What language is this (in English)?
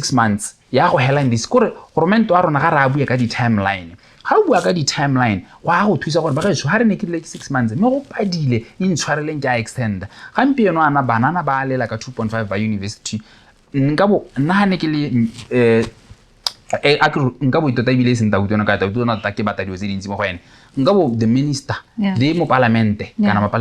Tswana